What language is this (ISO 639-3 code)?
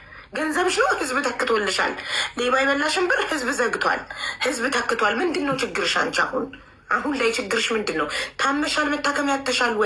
amh